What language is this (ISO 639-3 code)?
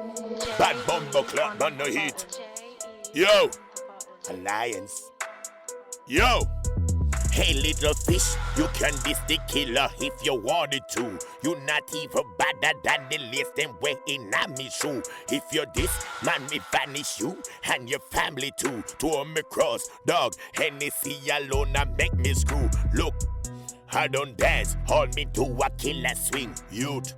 jam